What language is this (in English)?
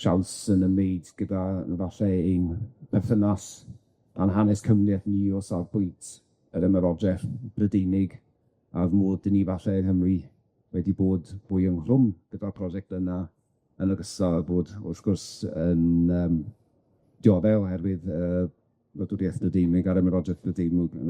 Welsh